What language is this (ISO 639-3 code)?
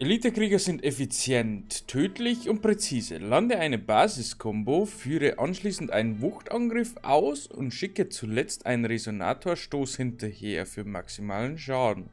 bar